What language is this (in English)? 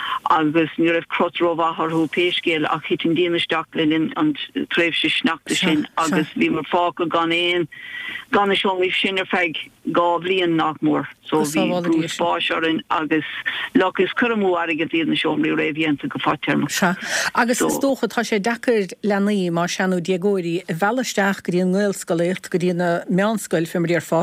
Irish